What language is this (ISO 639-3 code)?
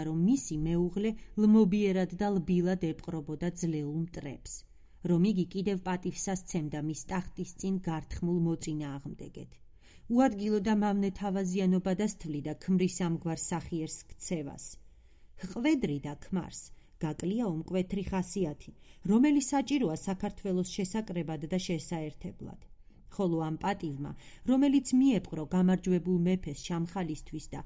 kat